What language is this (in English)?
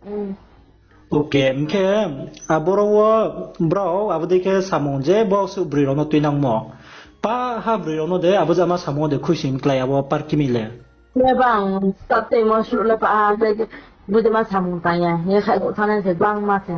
Riang (India)